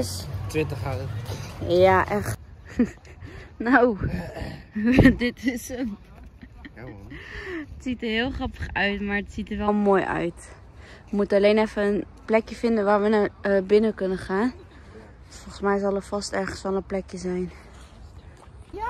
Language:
Dutch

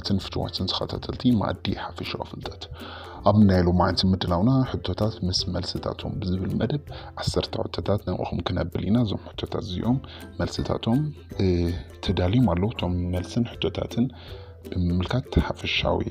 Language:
Tigrinya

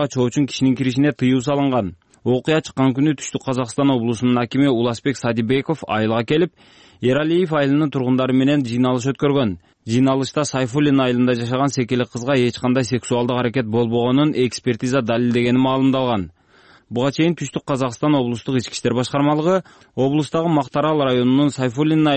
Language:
Kyrgyz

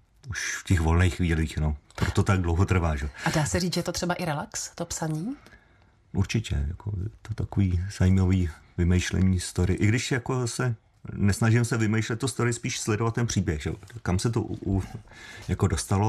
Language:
Czech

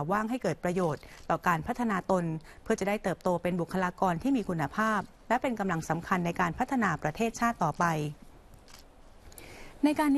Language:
Thai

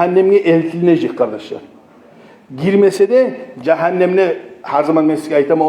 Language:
Kumyk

